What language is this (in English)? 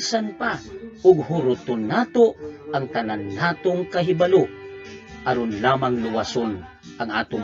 Cebuano